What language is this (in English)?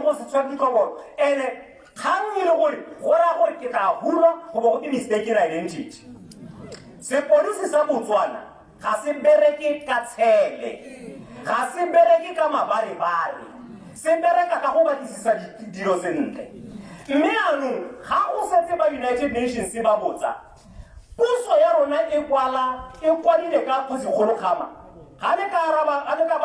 Tswana